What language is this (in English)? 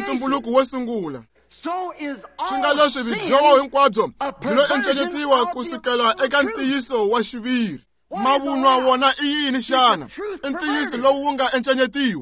Tsonga